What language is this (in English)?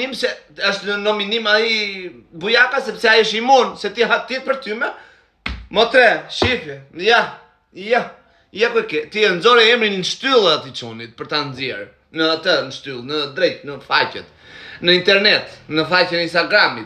Albanian